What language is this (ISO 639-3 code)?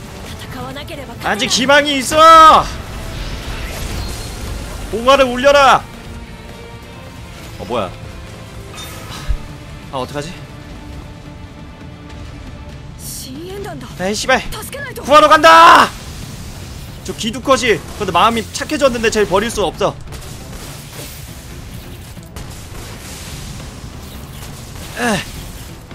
kor